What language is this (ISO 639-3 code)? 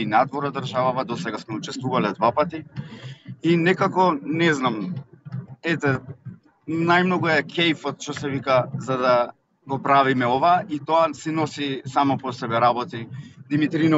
mkd